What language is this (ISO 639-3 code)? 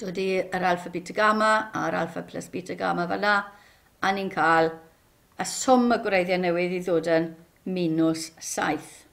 cym